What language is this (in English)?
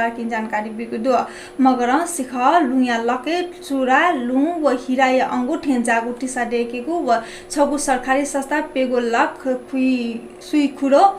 Newari